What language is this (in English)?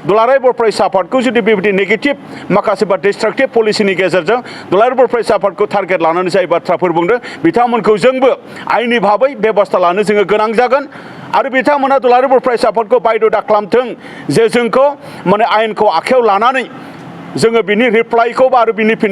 Bodo